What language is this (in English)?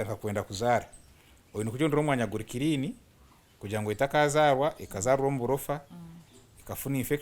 Nyankole